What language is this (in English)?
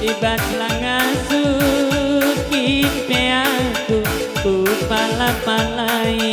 Batak Karo